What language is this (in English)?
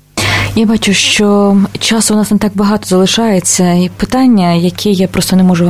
Ukrainian